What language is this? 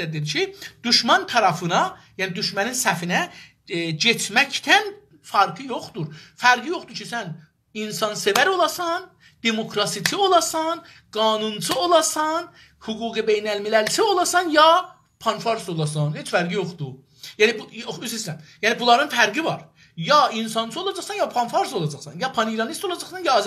South Azerbaijani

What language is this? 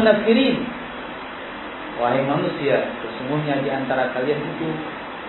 Indonesian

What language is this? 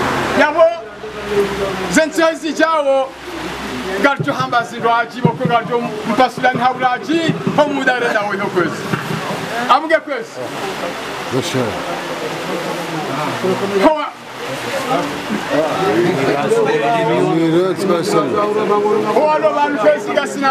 Swahili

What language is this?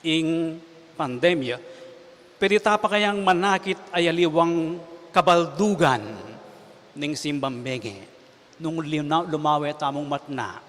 Pampanga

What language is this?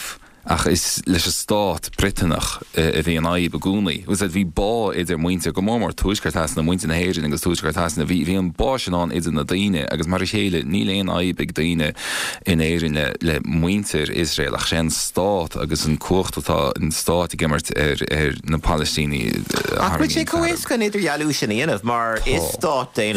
Irish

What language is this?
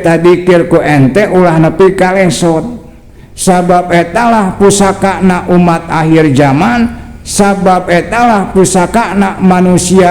Sundanese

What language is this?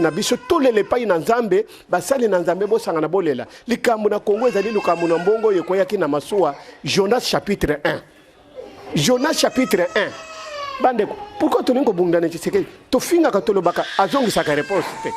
Lingala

